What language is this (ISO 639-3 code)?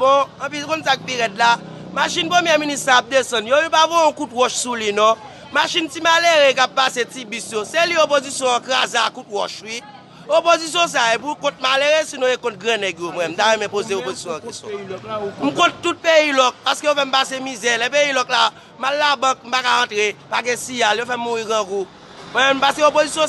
hat